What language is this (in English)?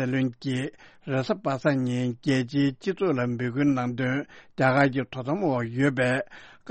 Tibetan